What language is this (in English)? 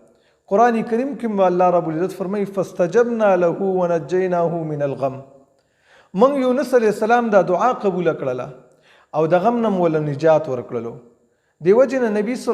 Pashto